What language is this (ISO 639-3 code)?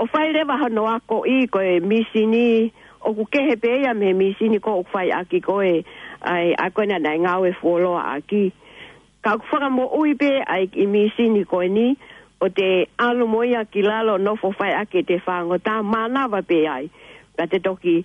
ton